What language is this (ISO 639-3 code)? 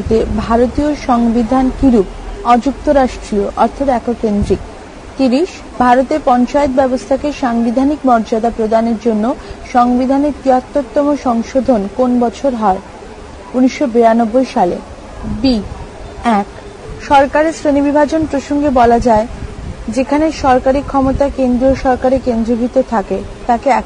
ben